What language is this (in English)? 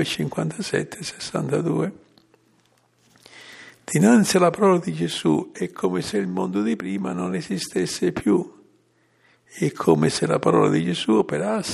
Italian